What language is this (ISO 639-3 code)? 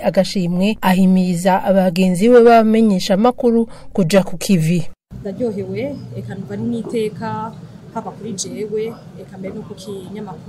run